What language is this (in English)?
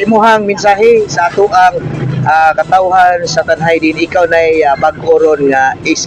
Cebuano